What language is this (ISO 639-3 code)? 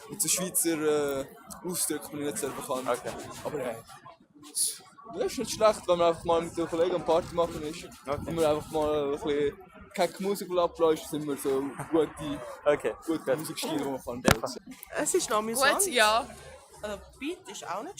gsw